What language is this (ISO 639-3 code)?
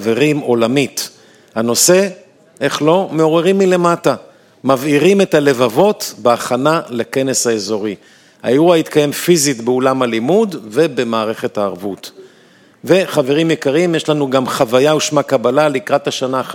heb